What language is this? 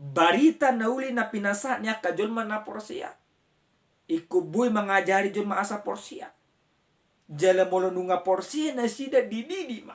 Batak Toba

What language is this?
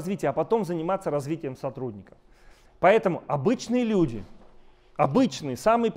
Russian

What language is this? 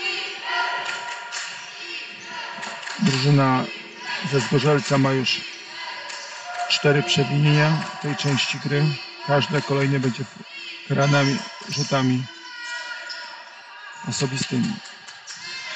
Polish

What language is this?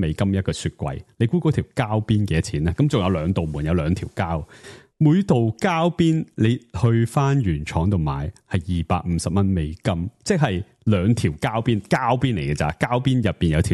Cantonese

